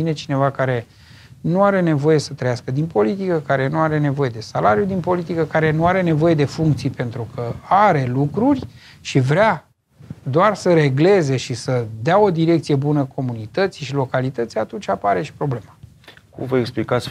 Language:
Romanian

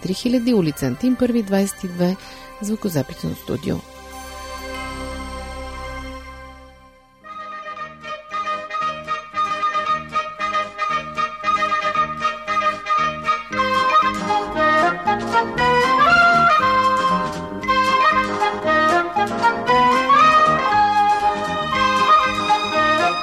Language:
Bulgarian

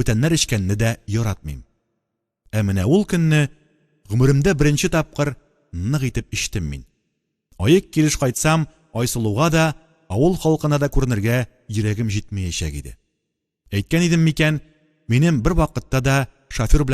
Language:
Tatar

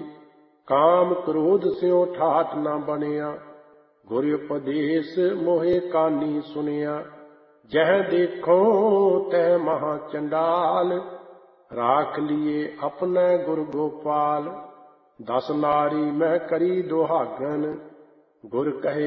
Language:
Punjabi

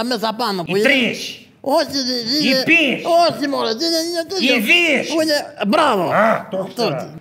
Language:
Greek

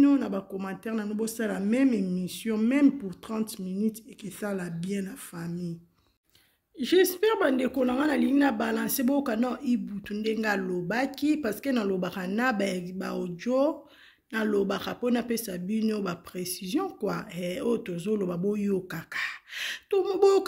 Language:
Lingala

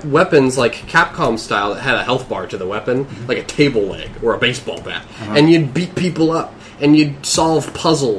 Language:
English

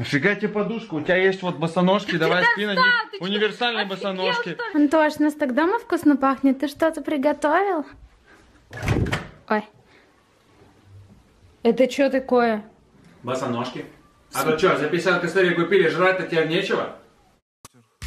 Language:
Russian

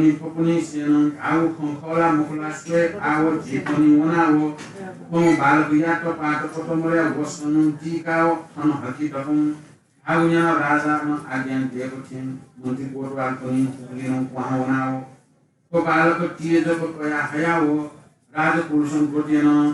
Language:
Newari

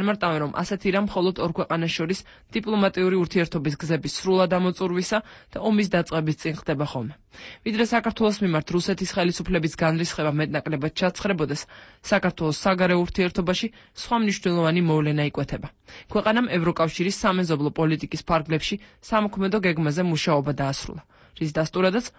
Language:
Georgian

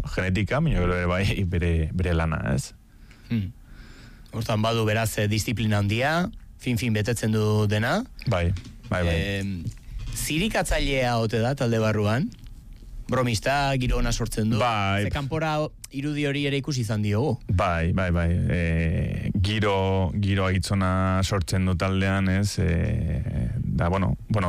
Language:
Basque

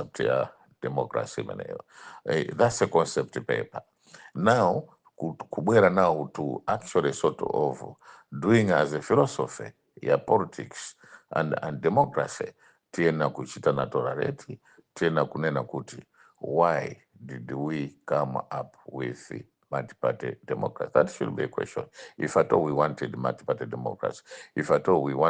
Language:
Nyanja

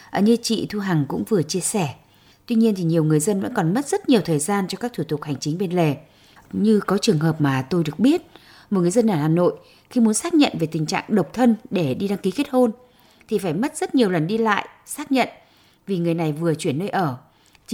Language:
Vietnamese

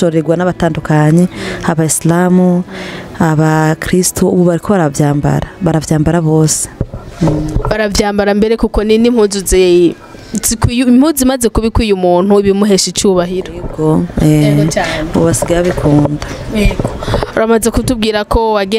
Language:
Rundi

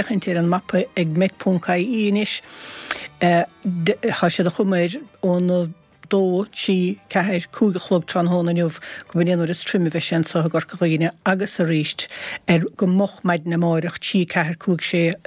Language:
Irish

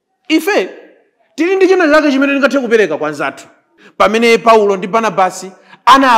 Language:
Nyanja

